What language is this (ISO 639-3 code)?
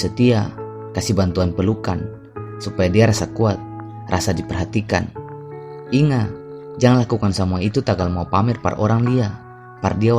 abs